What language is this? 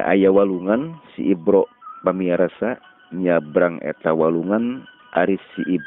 Sundanese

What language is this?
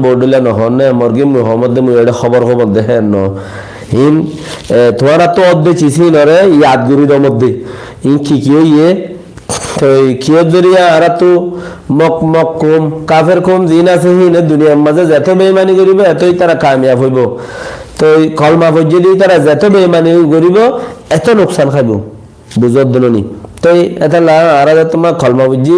Rohingya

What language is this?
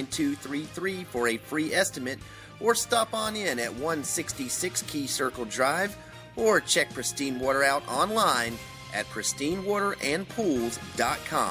English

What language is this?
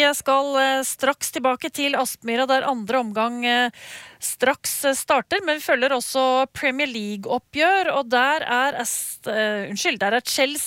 Norwegian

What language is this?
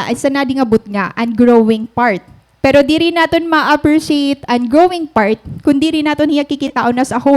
Waray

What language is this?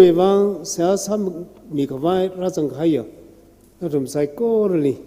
Tangkhul Naga (India)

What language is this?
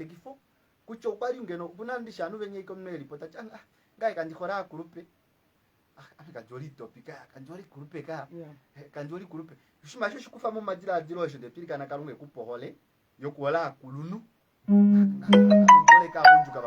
Kuanyama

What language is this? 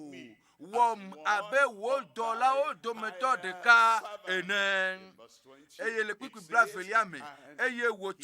Ewe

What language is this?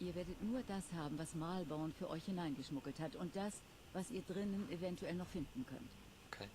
Swiss German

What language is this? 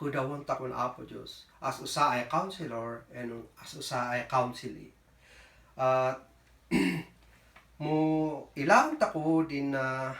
Kankanaey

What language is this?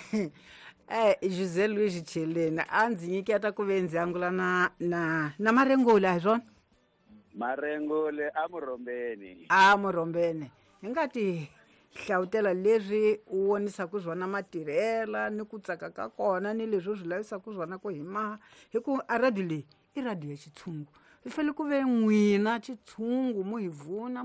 Tsonga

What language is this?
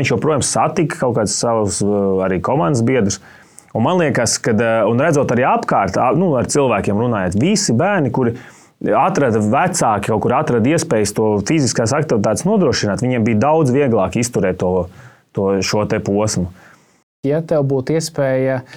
Latvian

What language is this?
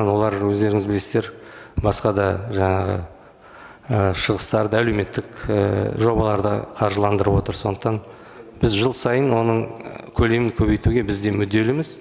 Kazakh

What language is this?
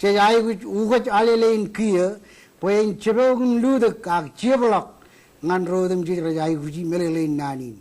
Marshallese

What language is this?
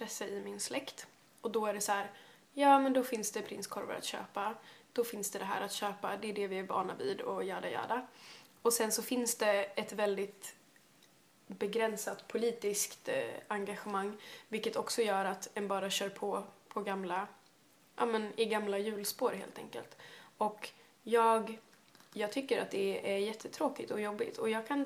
Swedish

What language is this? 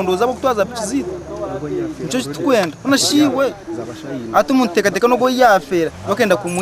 Nyankole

